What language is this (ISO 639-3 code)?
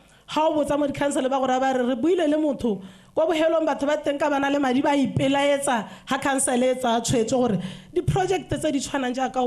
tsn